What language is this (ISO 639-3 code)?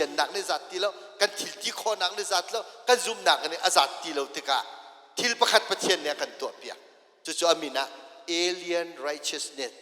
cnh